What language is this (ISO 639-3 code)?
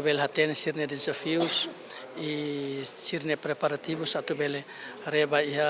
tet